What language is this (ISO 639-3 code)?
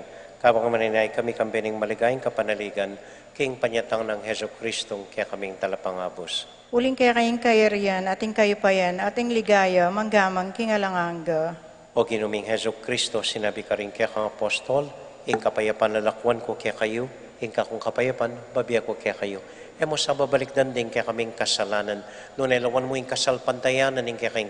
pam